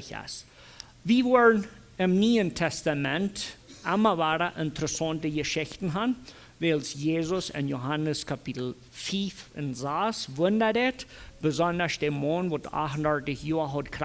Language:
Plautdietsch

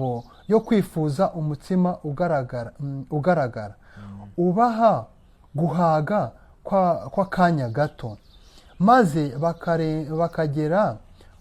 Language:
Kinyarwanda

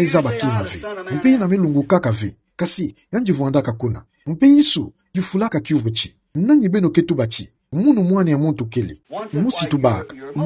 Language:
Kituba (Democratic Republic of Congo)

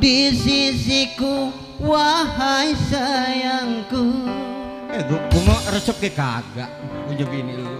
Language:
Betawi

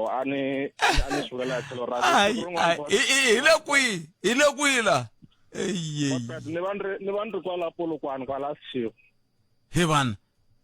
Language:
Tsonga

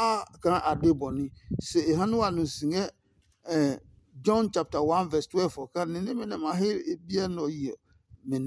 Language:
Adangme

